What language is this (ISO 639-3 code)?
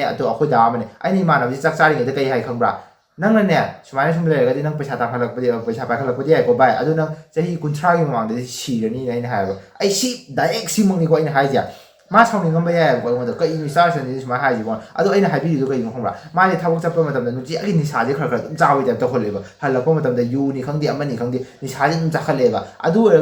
mni